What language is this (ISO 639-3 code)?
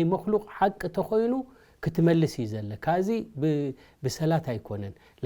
tir